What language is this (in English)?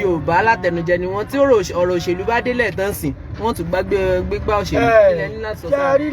Yoruba